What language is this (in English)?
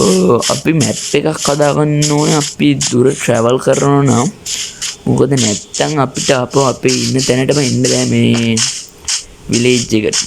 Sinhala